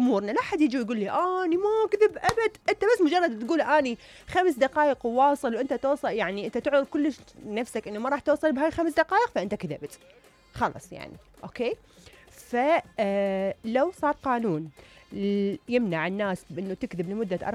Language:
Mesopotamian Arabic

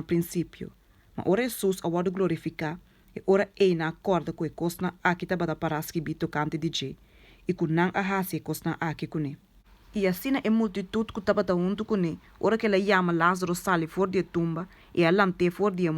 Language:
Papiamento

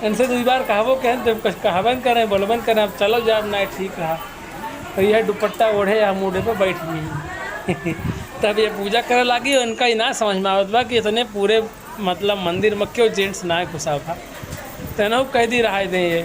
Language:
Awadhi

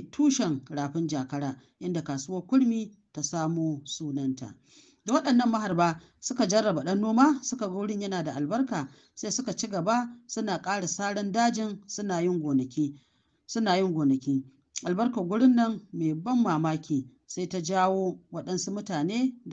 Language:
Hausa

